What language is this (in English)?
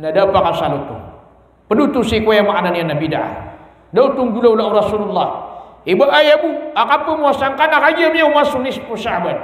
Maranao